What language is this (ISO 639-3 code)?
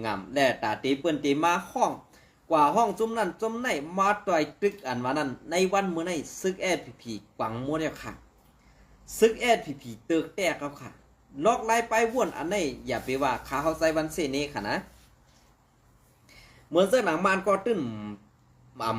shn